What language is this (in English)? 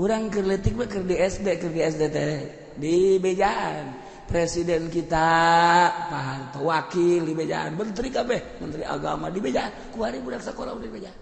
Sundanese